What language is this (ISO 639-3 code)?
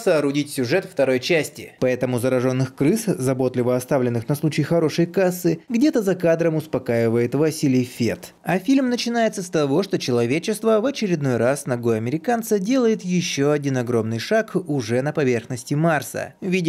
rus